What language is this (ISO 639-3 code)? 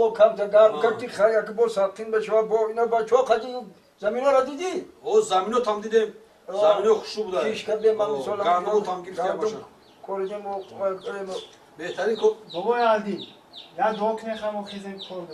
tgk